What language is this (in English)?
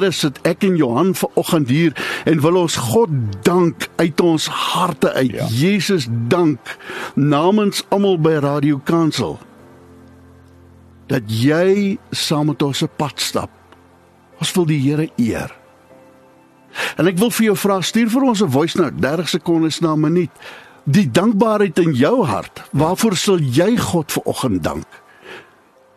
Afrikaans